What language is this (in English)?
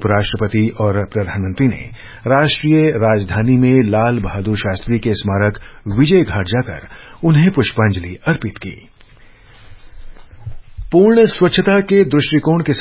Hindi